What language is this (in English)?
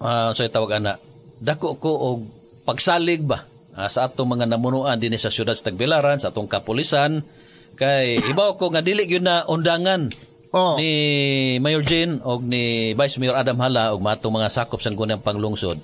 Cebuano